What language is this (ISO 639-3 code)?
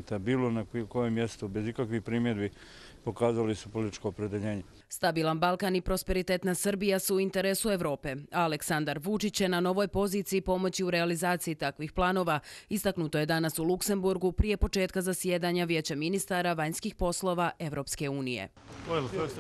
bos